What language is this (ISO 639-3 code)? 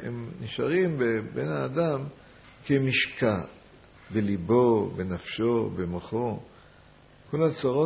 heb